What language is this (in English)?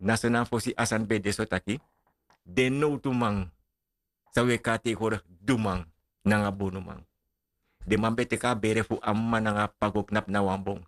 Sranan Tongo